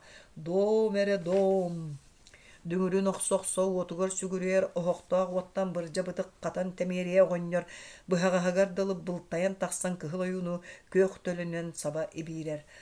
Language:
Yakut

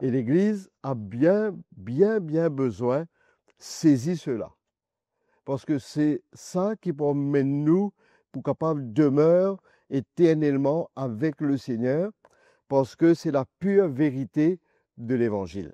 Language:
Morisyen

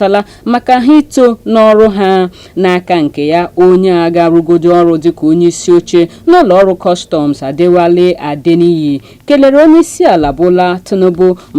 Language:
Igbo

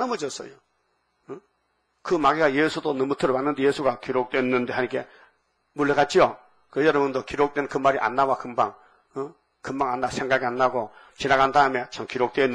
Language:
Korean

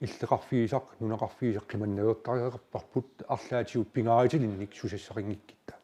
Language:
Kalaallisut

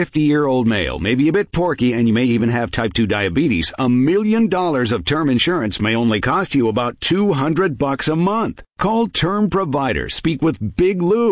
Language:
English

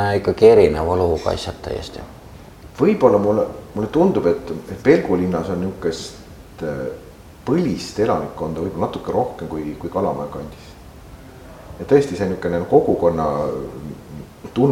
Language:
Estonian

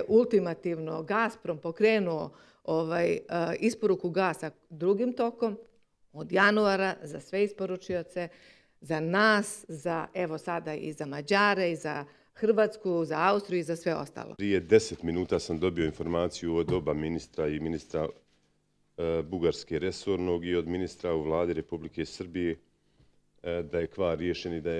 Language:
Bosnian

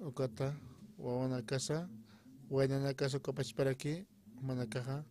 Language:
Aymara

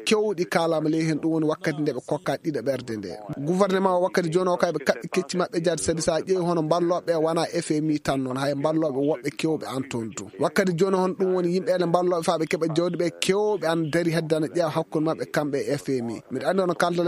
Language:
Fula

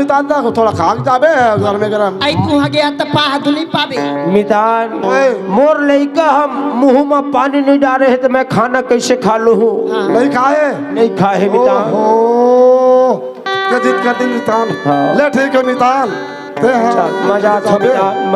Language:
Chhattisgarhi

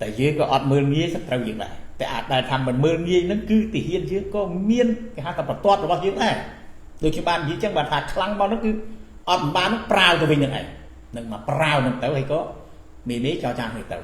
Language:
Khmer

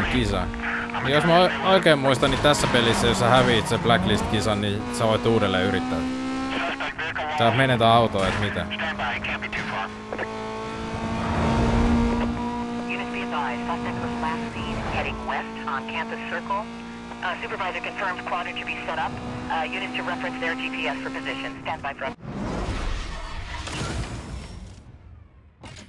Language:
Finnish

